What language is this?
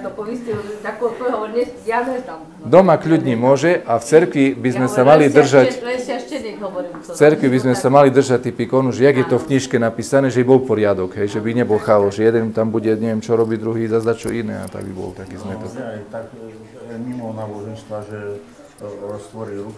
Slovak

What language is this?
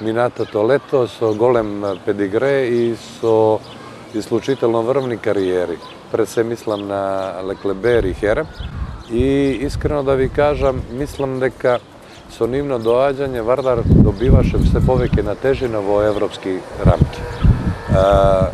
Macedonian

